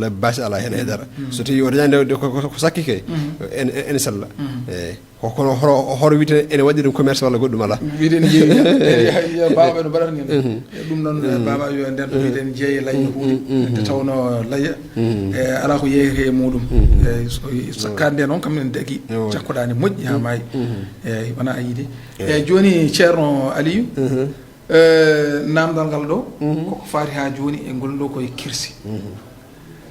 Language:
Fula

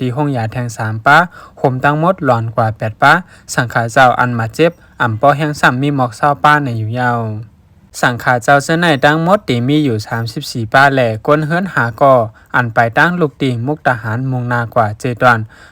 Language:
Shan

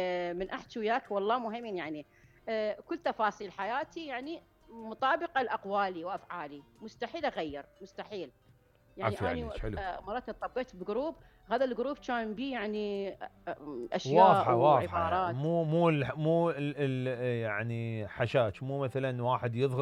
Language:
Mesopotamian Arabic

